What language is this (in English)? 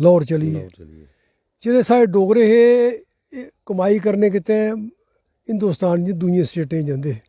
Dogri